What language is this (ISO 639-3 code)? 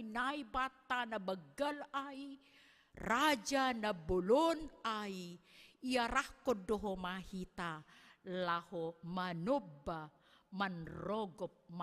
bts